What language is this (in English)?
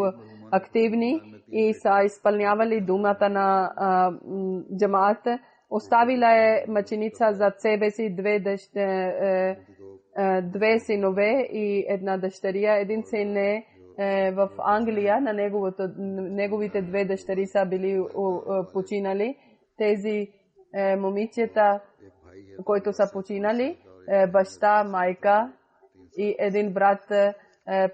Bulgarian